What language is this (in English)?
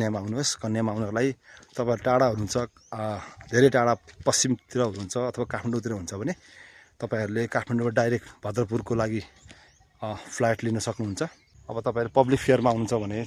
Nepali